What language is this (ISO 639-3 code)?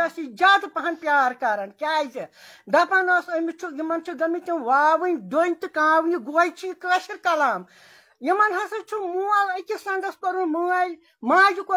kas